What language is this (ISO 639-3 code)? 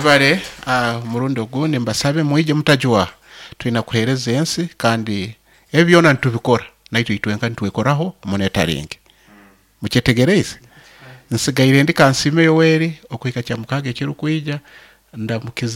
nyn